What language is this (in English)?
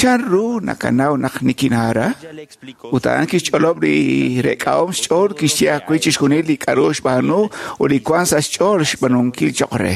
Kekchí